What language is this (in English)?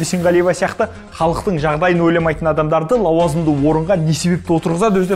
Kazakh